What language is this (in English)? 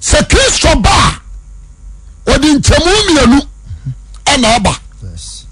Akan